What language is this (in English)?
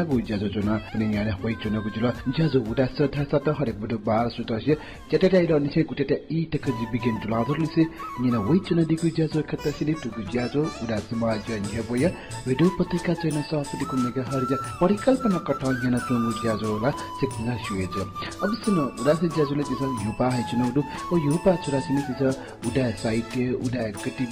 Newari